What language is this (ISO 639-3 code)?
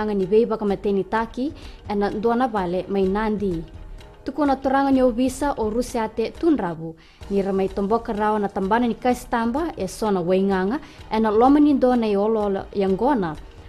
fij